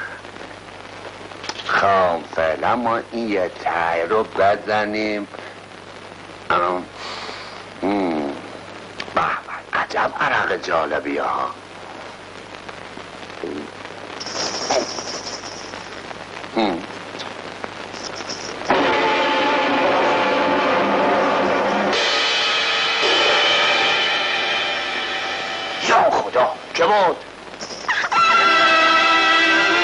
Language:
Persian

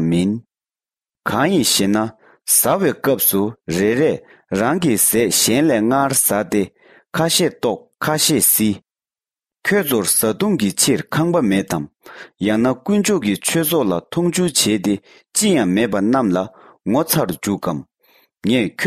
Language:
Tibetan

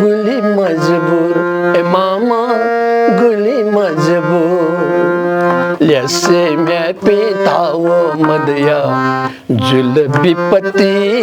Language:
Newari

